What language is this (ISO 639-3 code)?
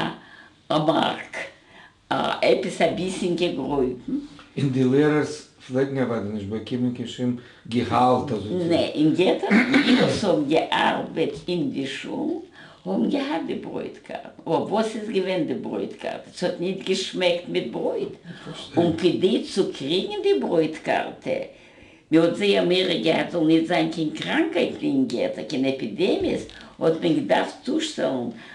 yid